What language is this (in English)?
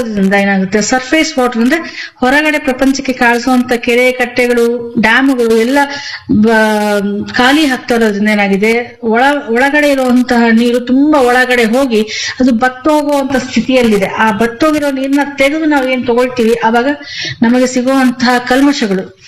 Kannada